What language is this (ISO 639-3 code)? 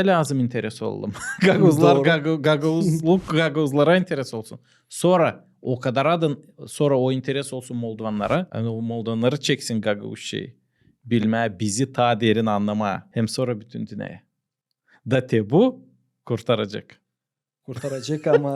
gag